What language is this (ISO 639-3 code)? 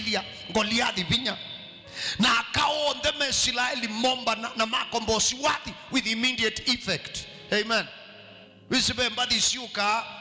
kam